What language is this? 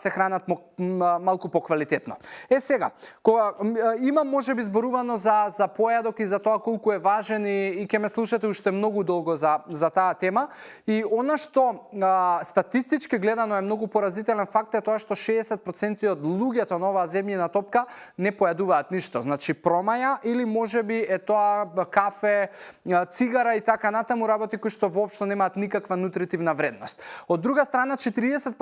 Macedonian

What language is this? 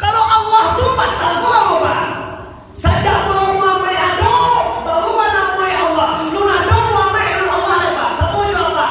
Minangkabau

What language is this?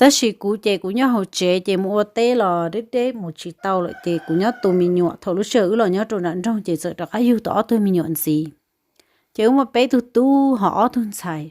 Hmong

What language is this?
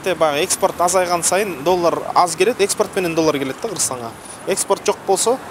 Kyrgyz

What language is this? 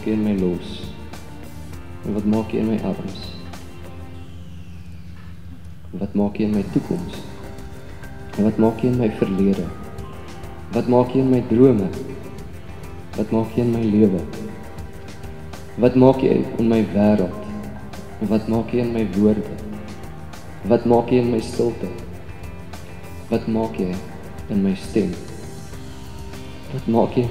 Afrikaans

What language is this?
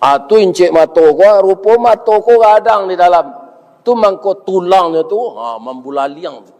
Minangkabau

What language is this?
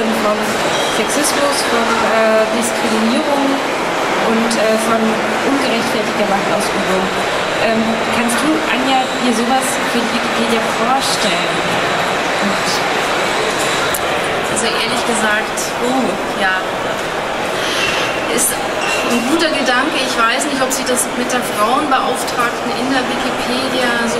German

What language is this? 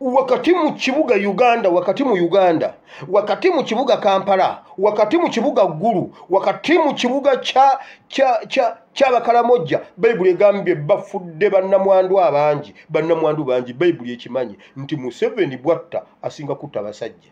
Ganda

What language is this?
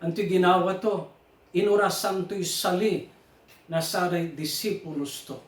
Pangasinan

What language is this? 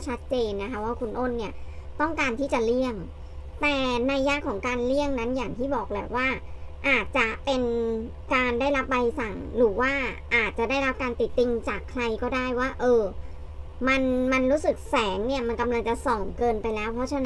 Thai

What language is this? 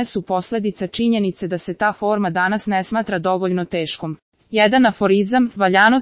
Serbian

